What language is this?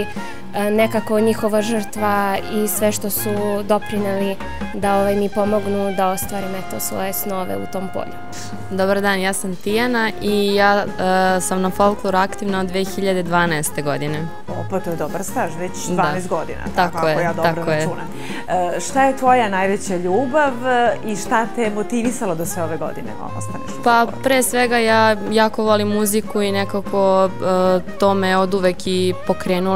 Serbian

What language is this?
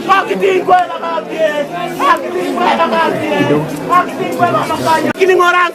Gusii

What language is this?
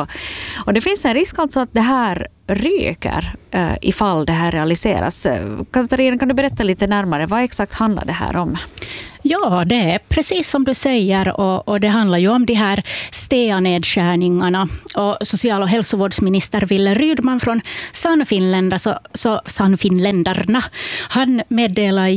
Swedish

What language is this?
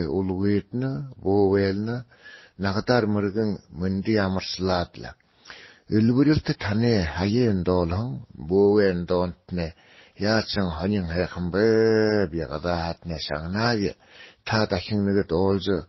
Buriat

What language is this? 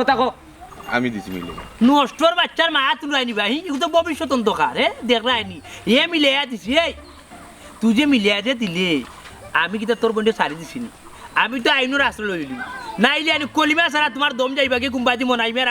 Sylheti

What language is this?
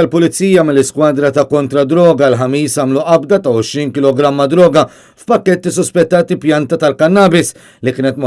Maltese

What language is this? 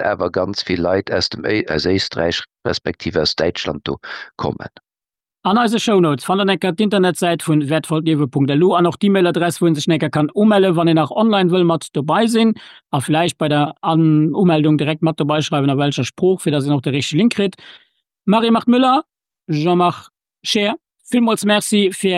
Luxembourgish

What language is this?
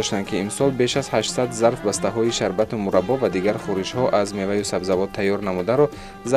Tajik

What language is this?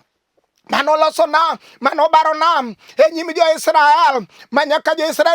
Luo (Kenya and Tanzania)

